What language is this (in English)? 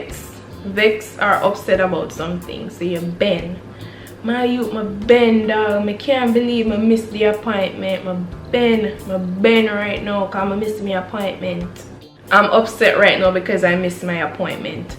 Jamaican Creole English